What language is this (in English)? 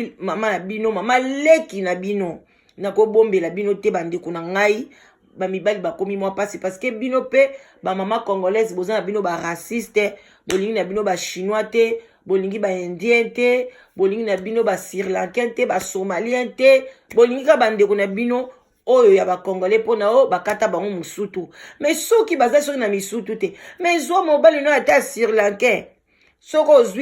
Lingala